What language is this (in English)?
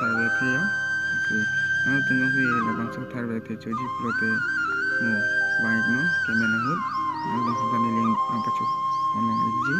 Karbi